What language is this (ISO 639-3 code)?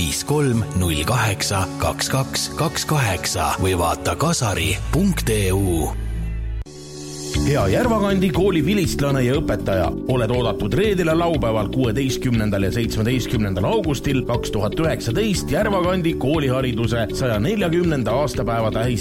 est